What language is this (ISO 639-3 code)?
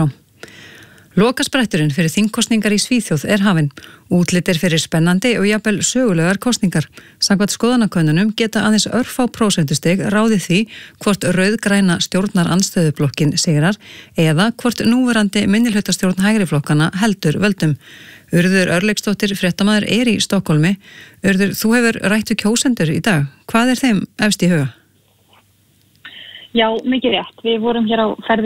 isl